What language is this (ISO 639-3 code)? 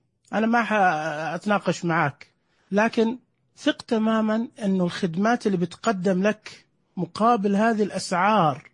ars